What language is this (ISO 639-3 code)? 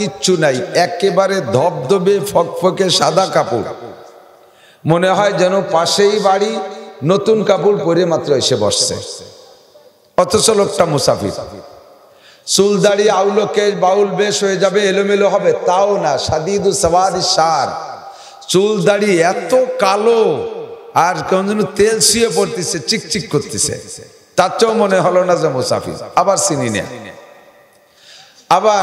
ben